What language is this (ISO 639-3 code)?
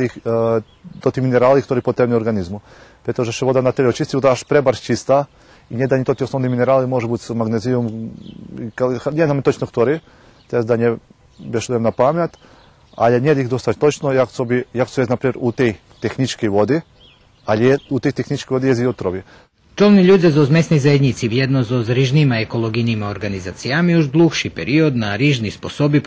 rue